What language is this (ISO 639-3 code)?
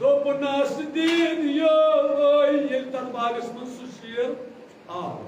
kas